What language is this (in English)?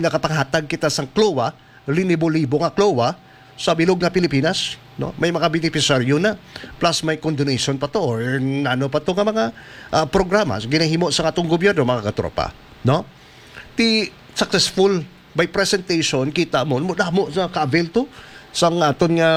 Hiligaynon